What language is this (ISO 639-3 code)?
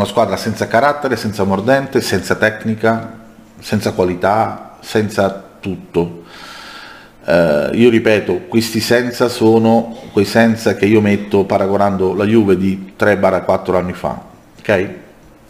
ita